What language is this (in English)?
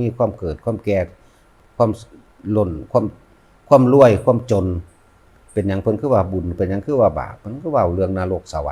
Lao